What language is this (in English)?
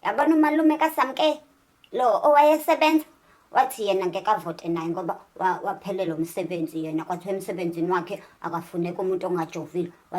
Zulu